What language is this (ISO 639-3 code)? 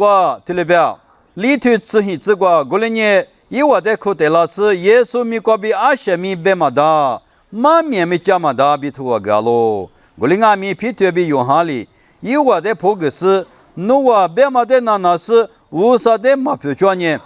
lis